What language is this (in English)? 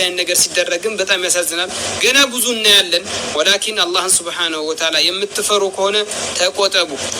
Amharic